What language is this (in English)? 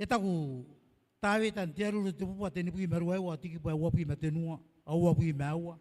Gilbertese